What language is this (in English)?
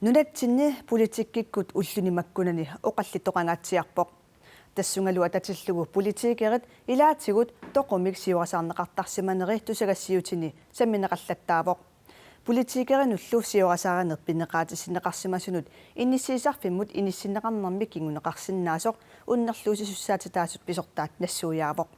Kalaallisut